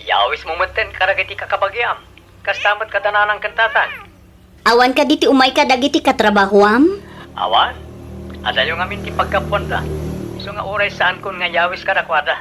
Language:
Iloko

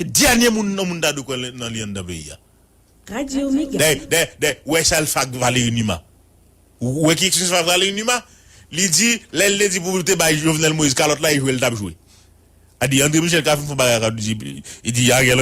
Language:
Haitian Creole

